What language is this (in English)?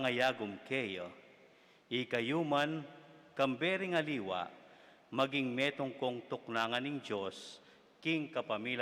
Pampanga